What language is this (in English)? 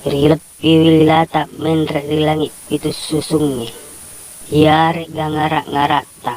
Buginese